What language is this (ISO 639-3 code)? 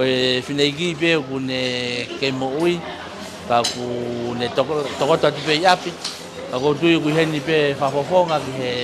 ton